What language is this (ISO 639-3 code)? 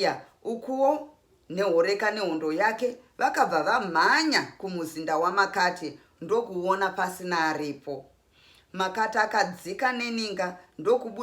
sna